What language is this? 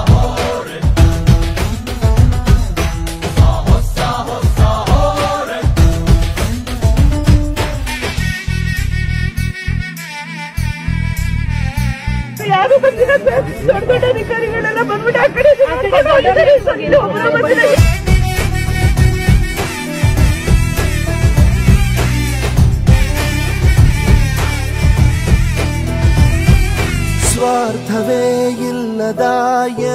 Kannada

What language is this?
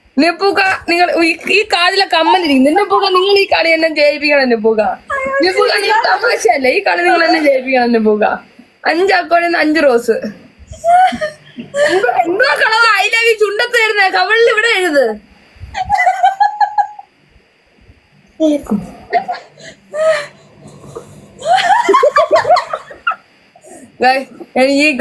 Malayalam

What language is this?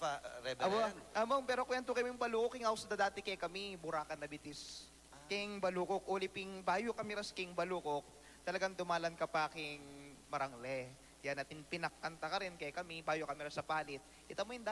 Pampanga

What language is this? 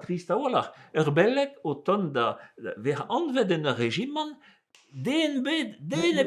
Breton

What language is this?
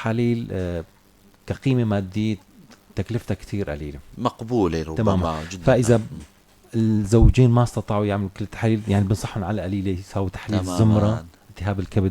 North Levantine Arabic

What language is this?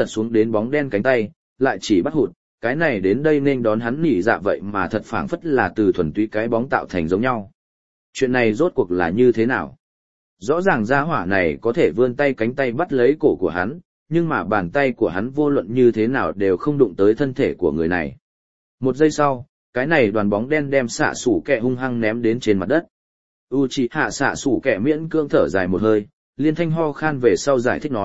Vietnamese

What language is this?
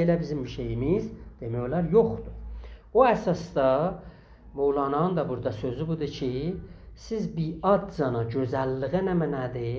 South Azerbaijani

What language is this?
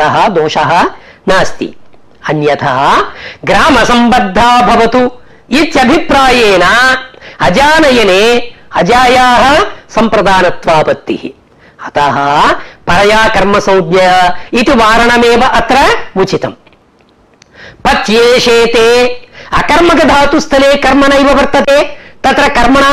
Sanskrit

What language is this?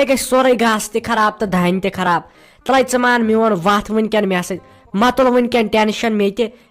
Kashmiri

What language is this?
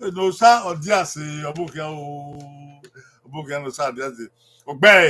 Bini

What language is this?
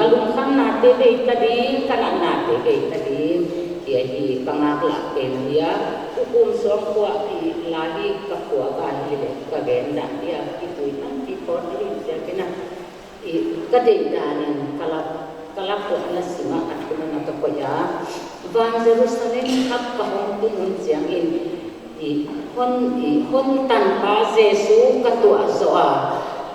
Paite Chin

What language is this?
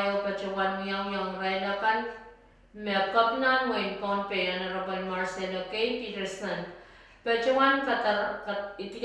Pohnpeian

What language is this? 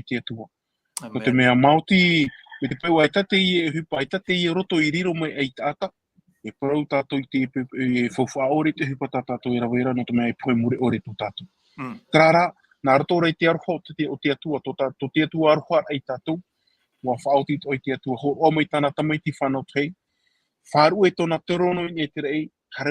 Tahitian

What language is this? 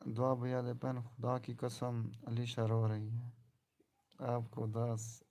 Saraiki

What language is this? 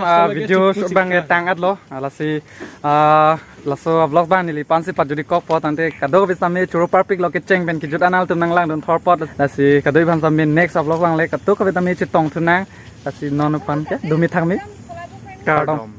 Karbi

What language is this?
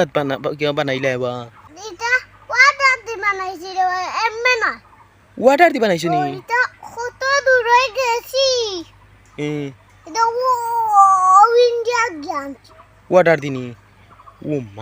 Sylheti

